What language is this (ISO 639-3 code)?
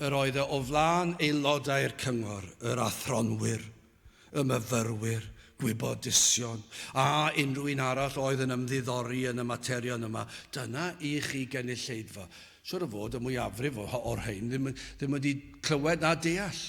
cym